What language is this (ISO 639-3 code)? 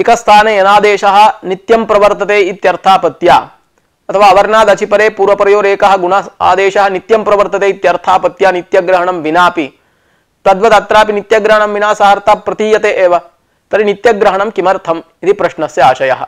san